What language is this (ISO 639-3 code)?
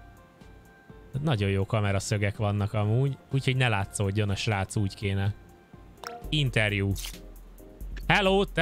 hun